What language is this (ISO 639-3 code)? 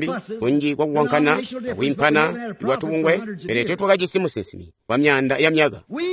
toi